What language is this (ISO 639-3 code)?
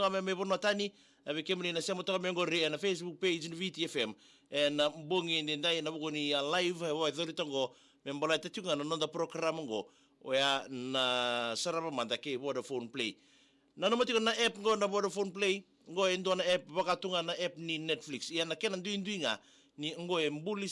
fij